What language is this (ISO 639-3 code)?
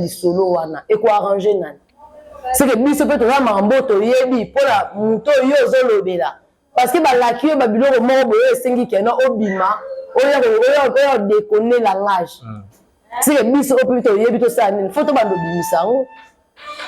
lin